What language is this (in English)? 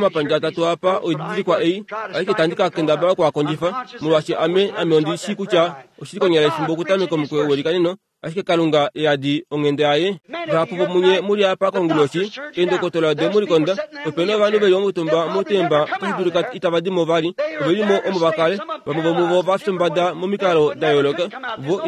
Kuanyama